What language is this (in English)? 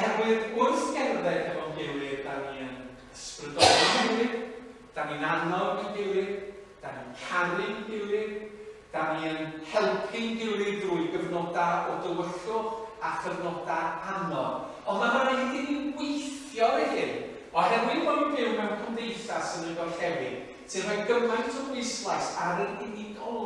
Welsh